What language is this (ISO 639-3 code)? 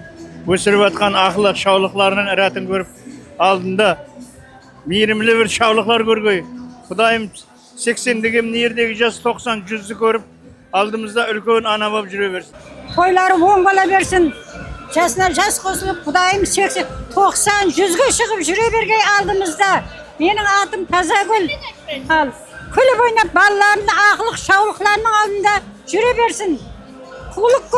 kaa